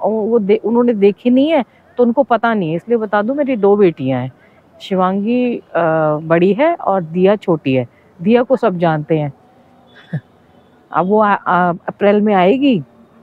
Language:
Hindi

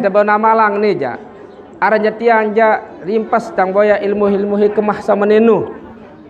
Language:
Sasak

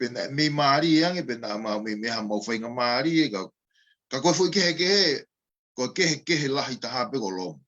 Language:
Tongan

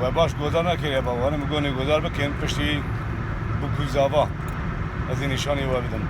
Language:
Kurdish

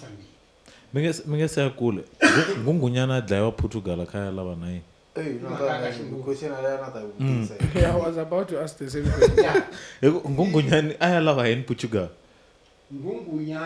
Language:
Tsonga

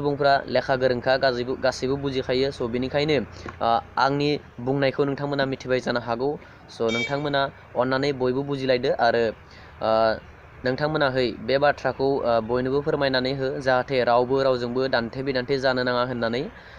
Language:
Bodo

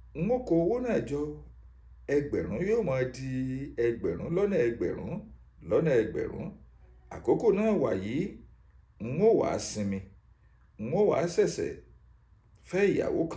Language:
Yoruba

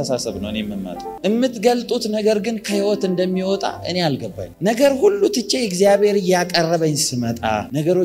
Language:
Amharic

